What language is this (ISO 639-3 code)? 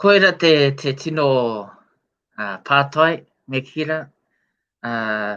mri